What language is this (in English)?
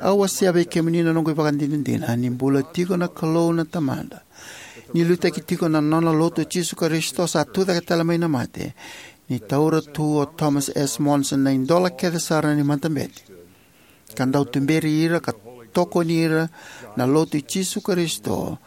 Fijian